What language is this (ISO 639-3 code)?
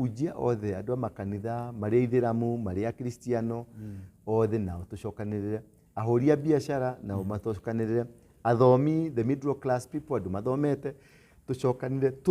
kik